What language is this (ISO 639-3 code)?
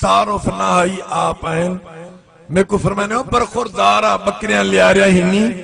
skr